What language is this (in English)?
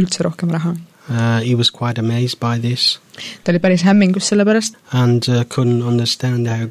Estonian